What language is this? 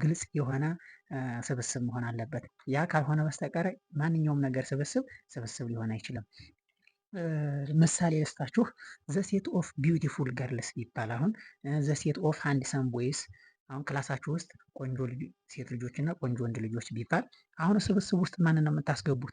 Amharic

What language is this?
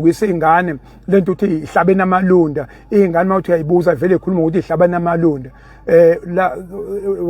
Zulu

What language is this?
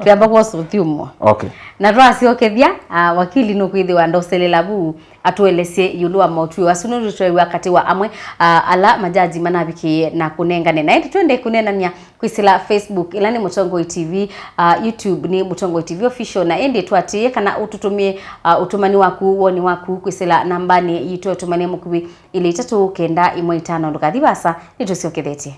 Kamba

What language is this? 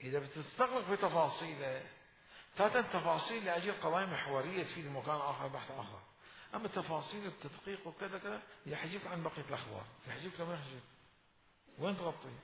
Mesopotamian Arabic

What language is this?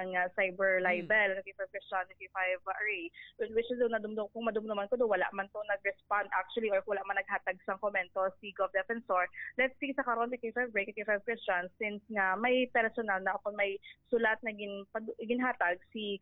Hiligaynon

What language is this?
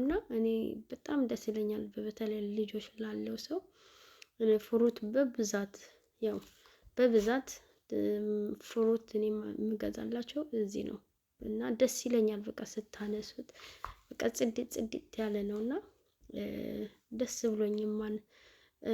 Amharic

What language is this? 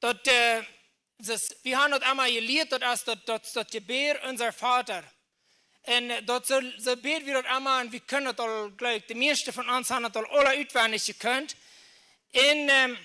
Plautdietsch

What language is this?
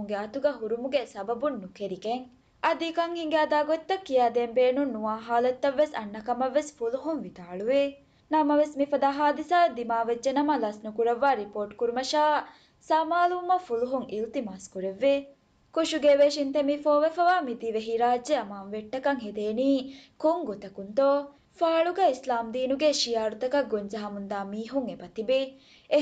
Divehi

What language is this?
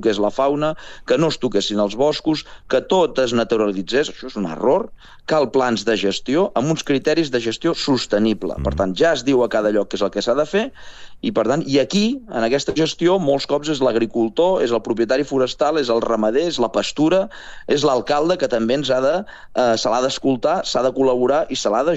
Catalan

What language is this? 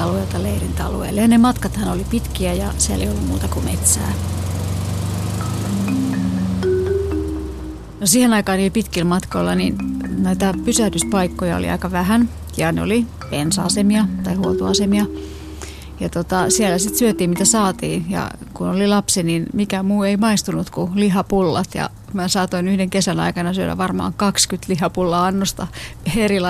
Finnish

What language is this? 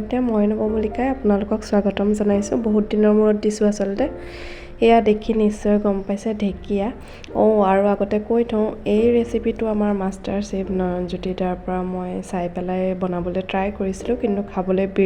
Assamese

